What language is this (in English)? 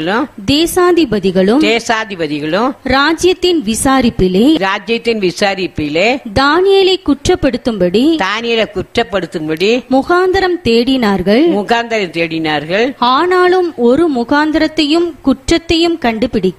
Tamil